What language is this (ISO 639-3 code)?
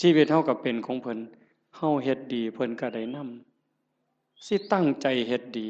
tts